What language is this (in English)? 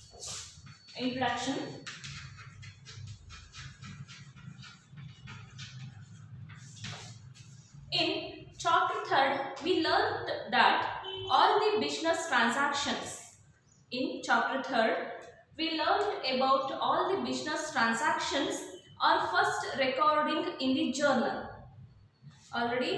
Kannada